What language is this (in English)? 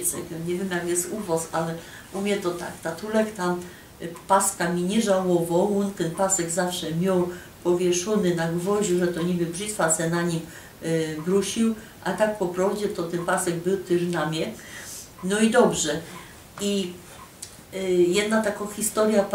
Silesian